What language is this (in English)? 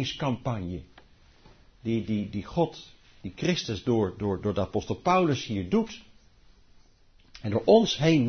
Dutch